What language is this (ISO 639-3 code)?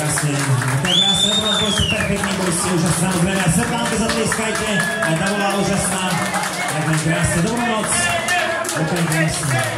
slk